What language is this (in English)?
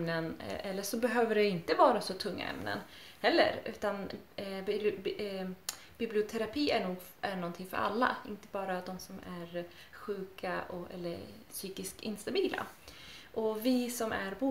Swedish